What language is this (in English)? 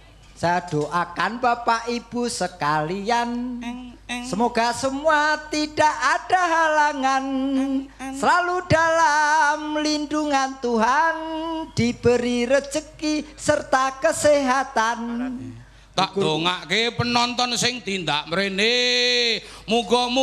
Javanese